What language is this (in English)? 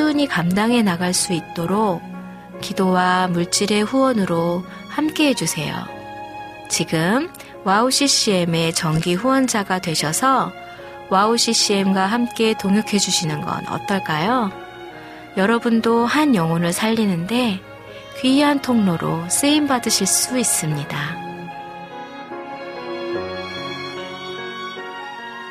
Korean